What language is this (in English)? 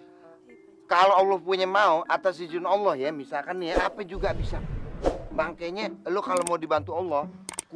Betawi